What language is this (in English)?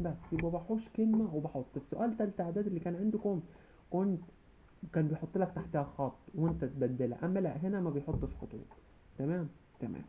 Egyptian Arabic